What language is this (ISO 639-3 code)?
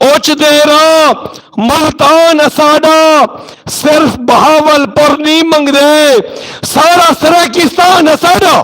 skr